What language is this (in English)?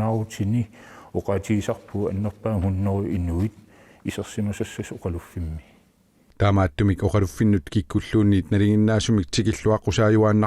Kalaallisut